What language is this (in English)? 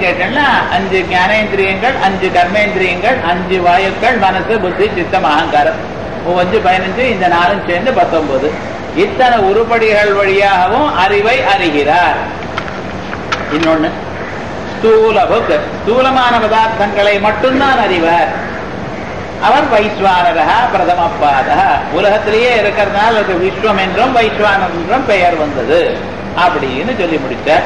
Tamil